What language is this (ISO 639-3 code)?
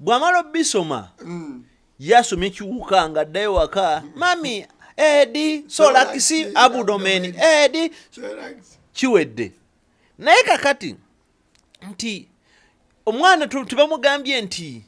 lug